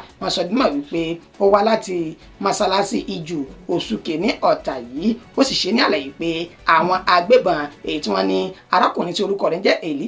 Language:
Yoruba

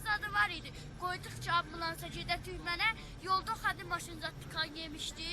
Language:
South Azerbaijani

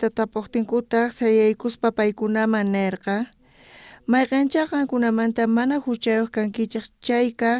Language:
South Bolivian Quechua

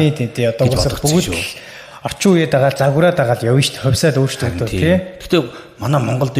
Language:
Mongolian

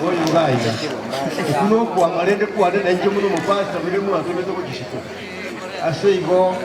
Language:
Gusii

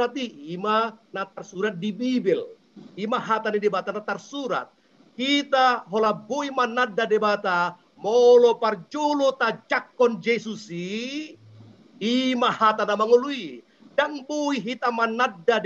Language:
Batak Toba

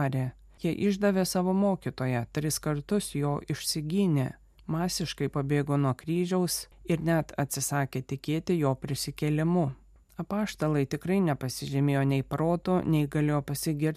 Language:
Lithuanian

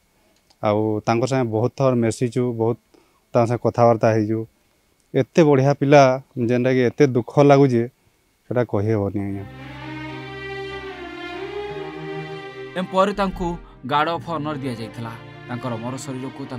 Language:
Odia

